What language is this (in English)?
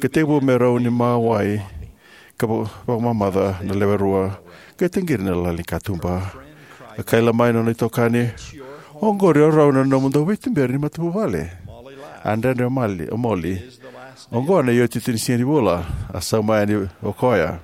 Fijian